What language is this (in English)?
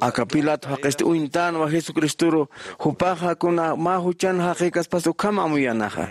Aymara